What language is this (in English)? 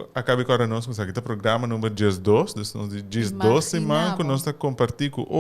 Papiamento